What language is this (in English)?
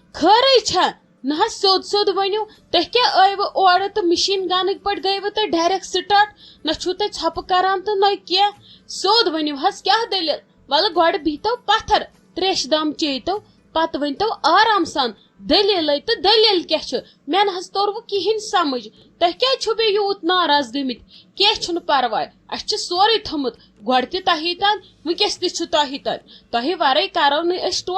Kashmiri